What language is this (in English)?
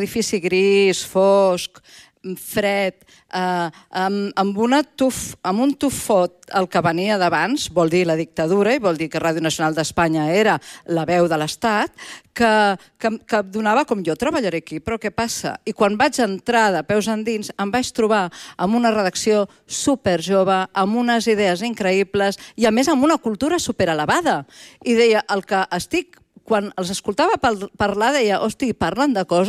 Catalan